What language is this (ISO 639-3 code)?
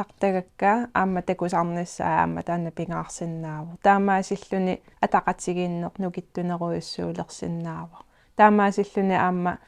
kal